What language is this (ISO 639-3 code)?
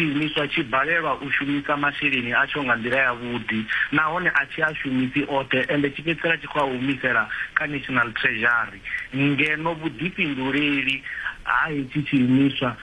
ven